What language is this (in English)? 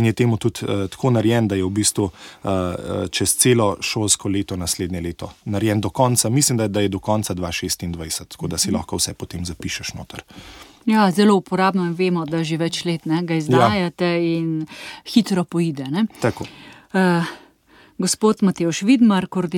Slovenian